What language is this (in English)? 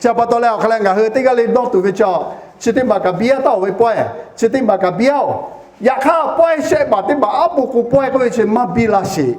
Lahu